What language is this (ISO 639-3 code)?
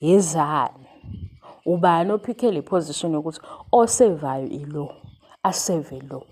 zul